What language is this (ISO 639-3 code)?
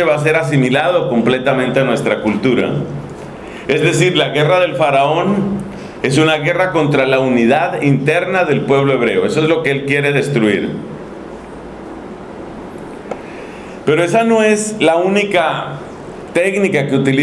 spa